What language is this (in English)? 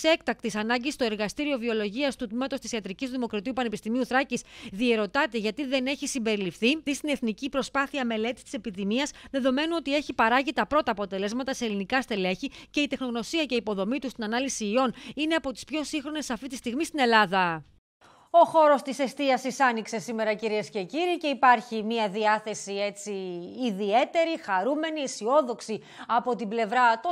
Greek